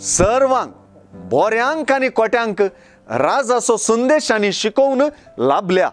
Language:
Konkani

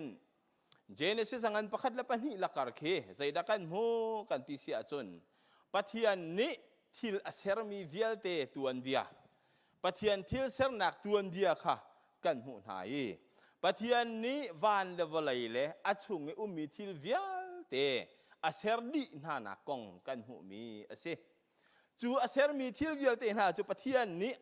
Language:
Hakha Chin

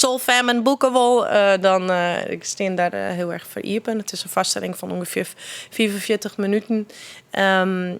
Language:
Western Frisian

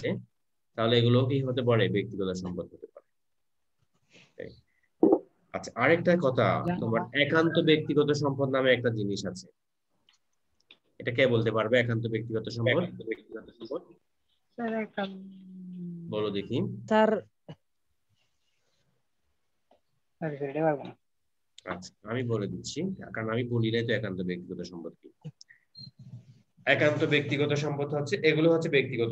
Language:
Bangla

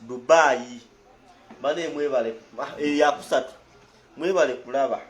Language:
Ganda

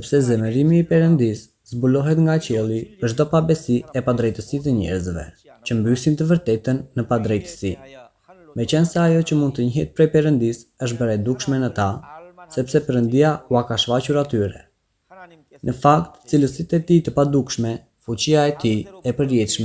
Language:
Albanian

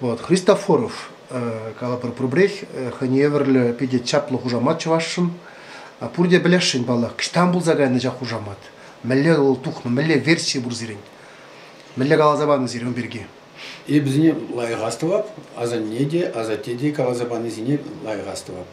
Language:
Chuvash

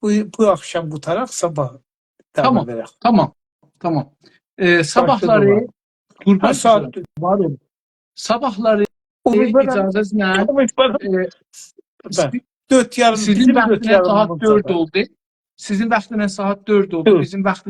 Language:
South Azerbaijani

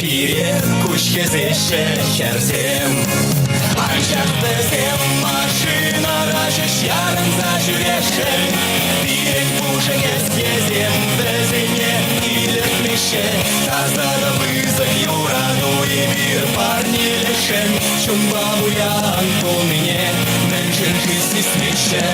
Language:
Chuvash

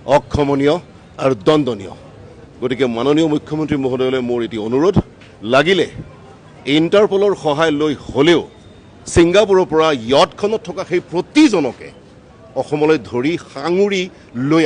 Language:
Assamese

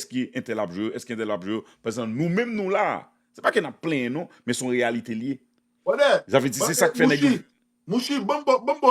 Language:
Haitian Creole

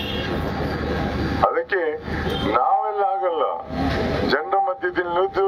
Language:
Kannada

